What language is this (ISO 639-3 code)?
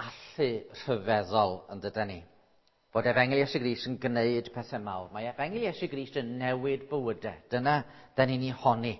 cym